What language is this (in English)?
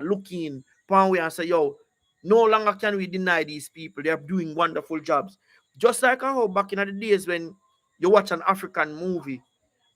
Jamaican Creole English